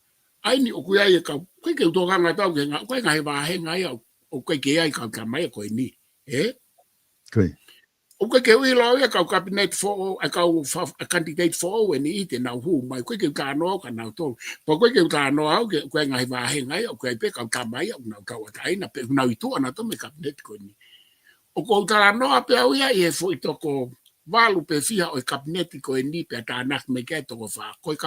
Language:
Tongan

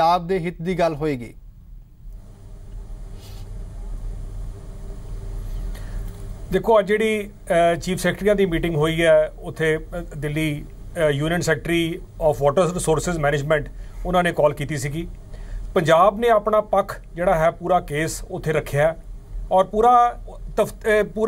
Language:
Punjabi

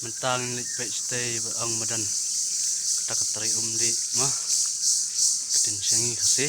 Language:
Khasi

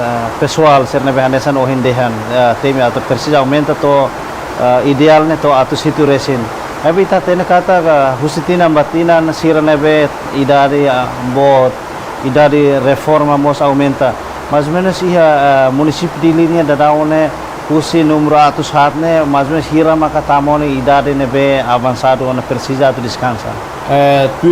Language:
Tetum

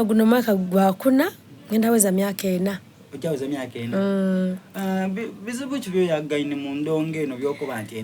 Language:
Soga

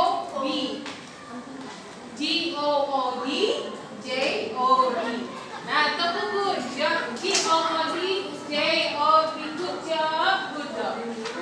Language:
Indonesian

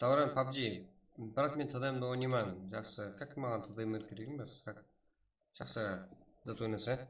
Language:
Kara-Kalpak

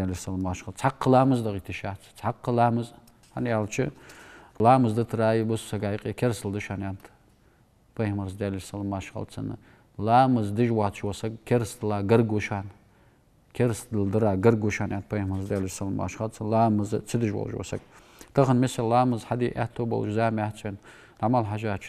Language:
Ingush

